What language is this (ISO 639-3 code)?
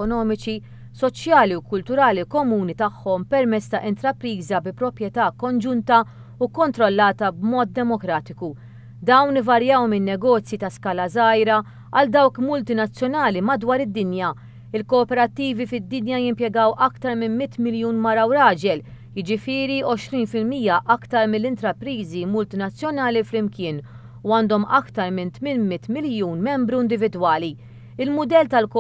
mlt